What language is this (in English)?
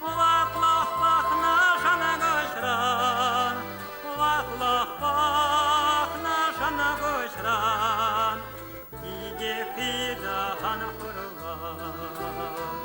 Chuvash